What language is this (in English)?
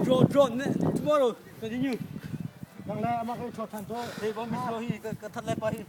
Hakha Chin